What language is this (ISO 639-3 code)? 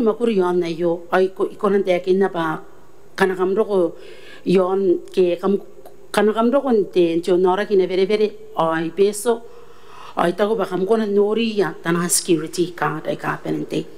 gil